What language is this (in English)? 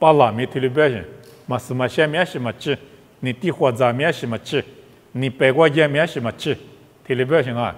Lisu